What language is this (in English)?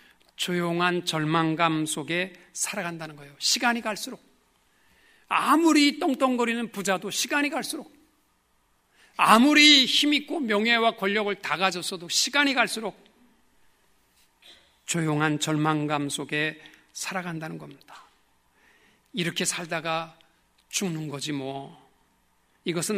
Korean